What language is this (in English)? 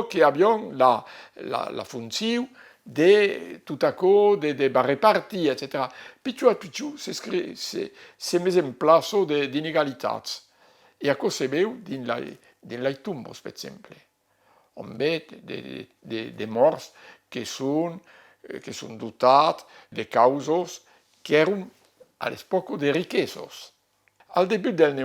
Occitan